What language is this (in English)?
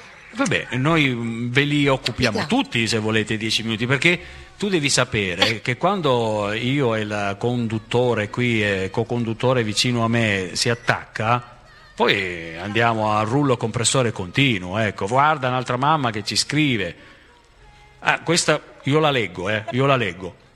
Italian